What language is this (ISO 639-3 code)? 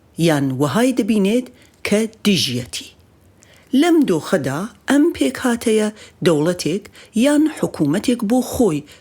ckb